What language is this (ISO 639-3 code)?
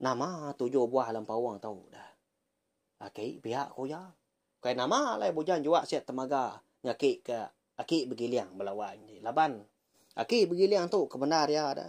iba